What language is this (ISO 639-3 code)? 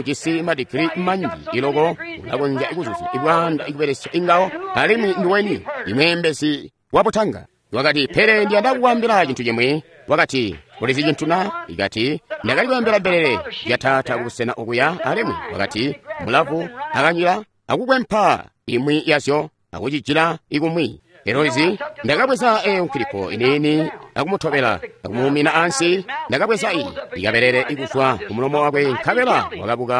toi